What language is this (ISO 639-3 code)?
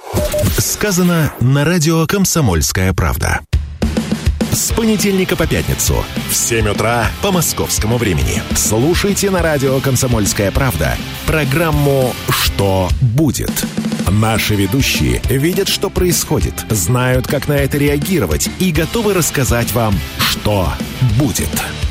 rus